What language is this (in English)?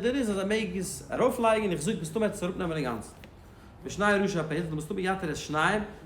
Yiddish